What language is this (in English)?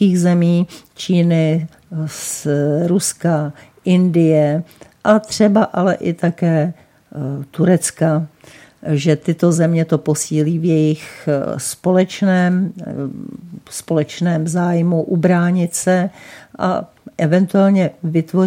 Czech